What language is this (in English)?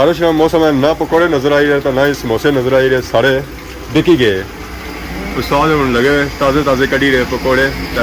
Pahari-Potwari